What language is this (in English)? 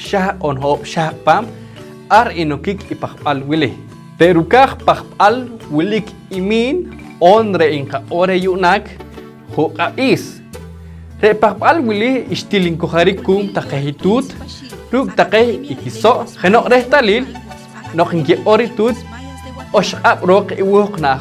Poqomchi'